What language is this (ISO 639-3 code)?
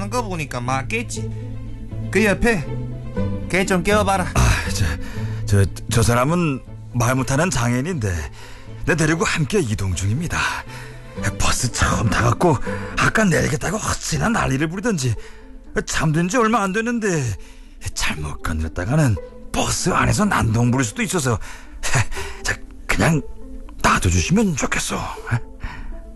kor